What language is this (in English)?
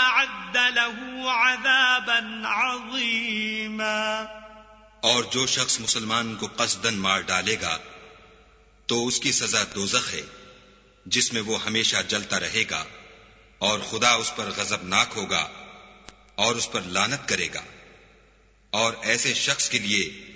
Urdu